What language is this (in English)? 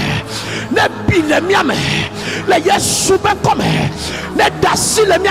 Ewe